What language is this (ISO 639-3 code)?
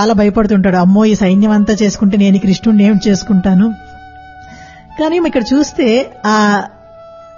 tel